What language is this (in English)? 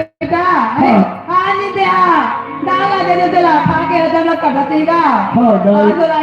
Chhattisgarhi